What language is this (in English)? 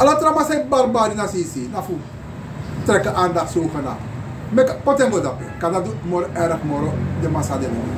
Sranan Tongo